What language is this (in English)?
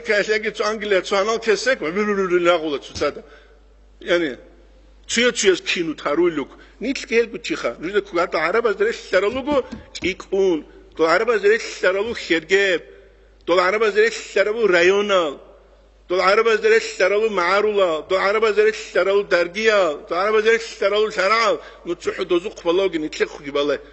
Avaric